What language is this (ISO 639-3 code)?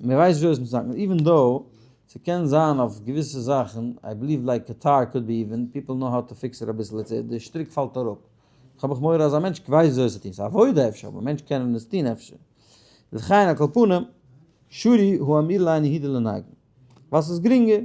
yid